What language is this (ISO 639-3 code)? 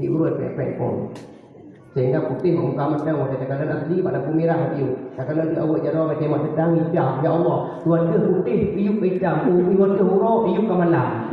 ace